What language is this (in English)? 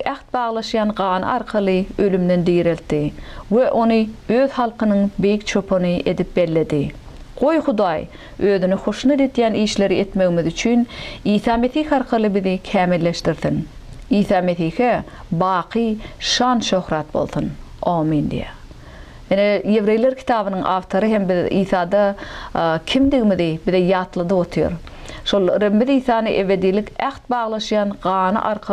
Turkmen